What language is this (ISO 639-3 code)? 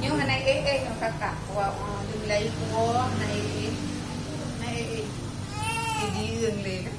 ace